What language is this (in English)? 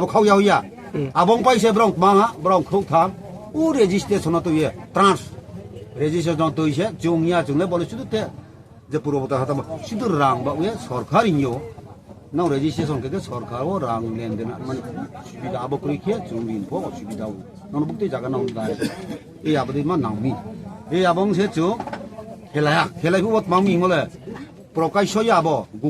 Riang (India)